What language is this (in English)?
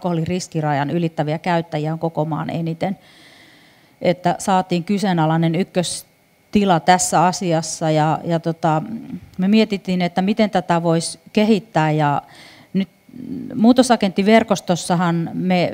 Finnish